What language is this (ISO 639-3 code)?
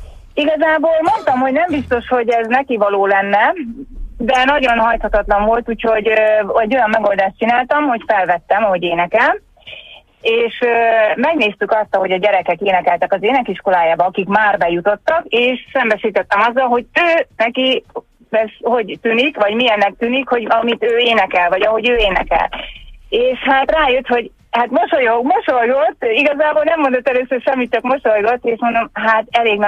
hun